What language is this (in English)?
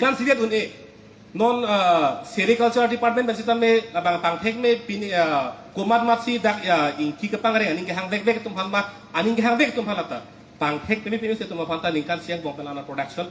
Karbi